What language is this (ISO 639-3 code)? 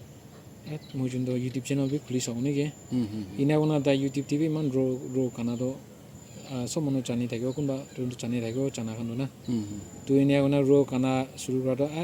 nag